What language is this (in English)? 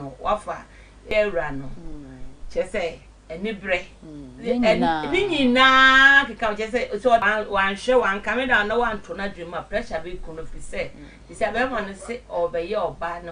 Akan